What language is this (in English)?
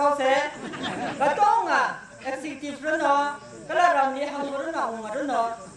Tangkhul Naga (India)